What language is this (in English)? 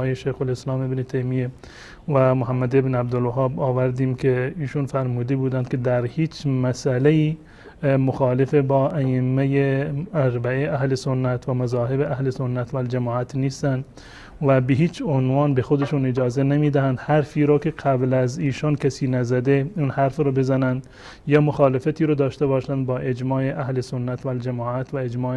Persian